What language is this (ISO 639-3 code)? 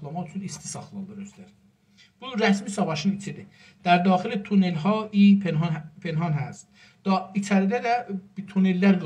azb